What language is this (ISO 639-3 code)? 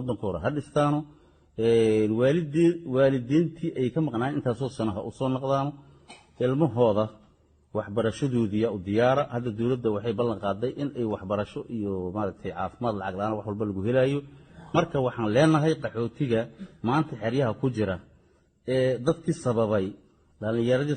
som